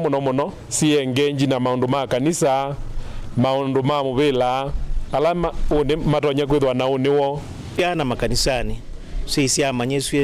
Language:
Kamba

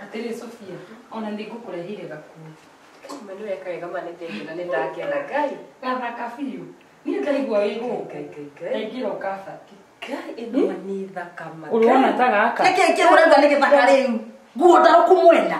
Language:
Kikuyu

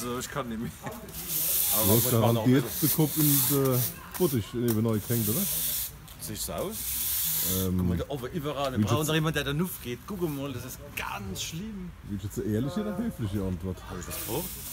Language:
Palatine German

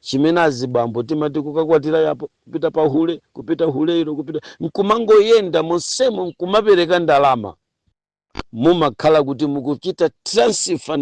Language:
Nyanja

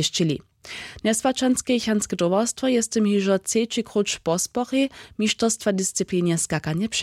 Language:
Upper Sorbian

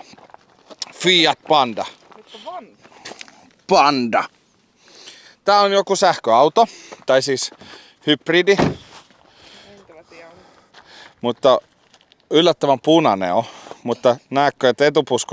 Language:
Finnish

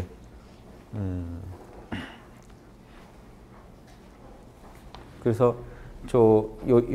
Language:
Korean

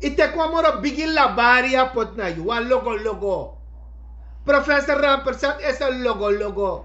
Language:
Sranan Tongo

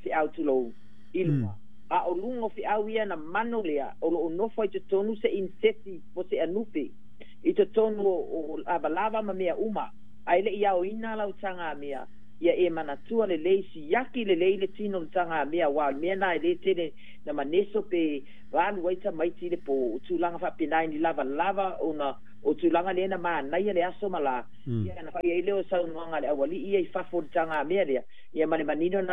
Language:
Samoan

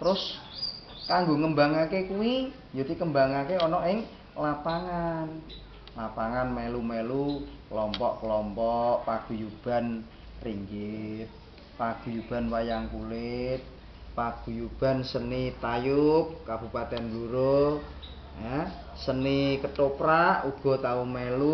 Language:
Javanese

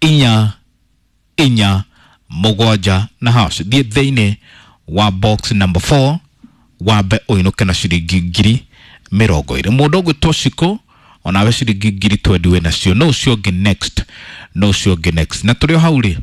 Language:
Kikuyu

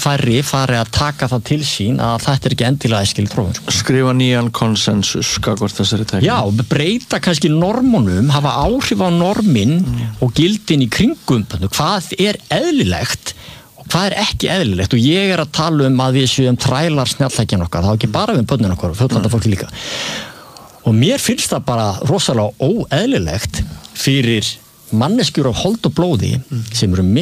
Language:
Icelandic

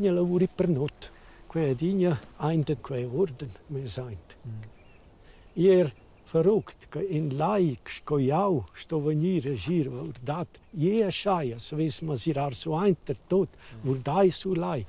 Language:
Romansh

